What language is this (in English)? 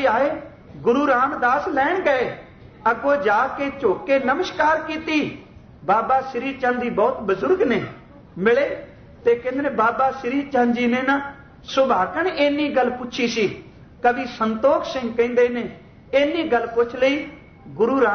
Punjabi